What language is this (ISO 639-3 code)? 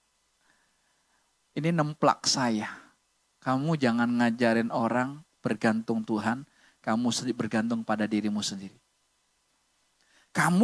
ind